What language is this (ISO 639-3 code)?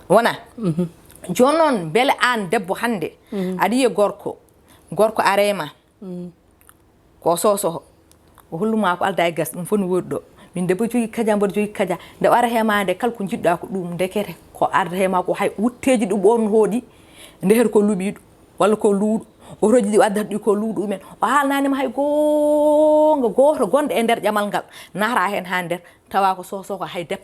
ful